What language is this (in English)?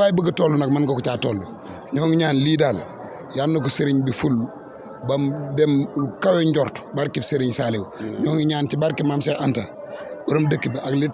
Wolof